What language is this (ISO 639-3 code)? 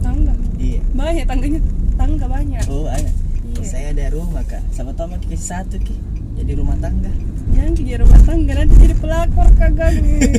mfp